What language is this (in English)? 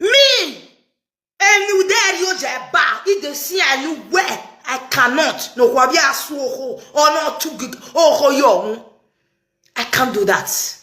Nigerian Pidgin